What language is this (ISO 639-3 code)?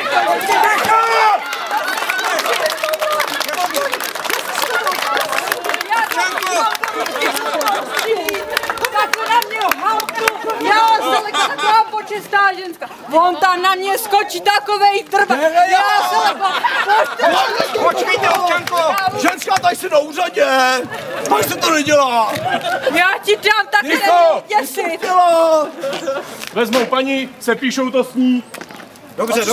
ces